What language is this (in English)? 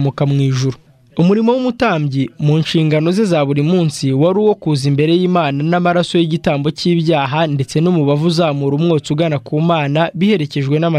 Kinyarwanda